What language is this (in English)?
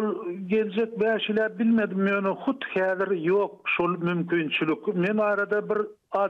Turkmen